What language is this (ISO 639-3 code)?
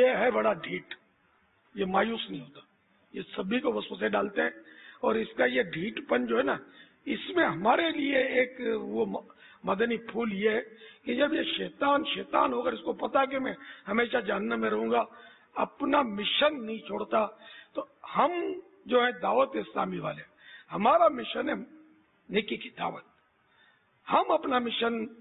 urd